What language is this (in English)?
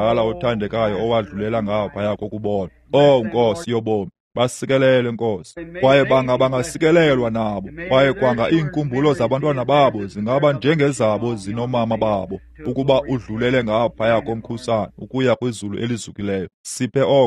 Xhosa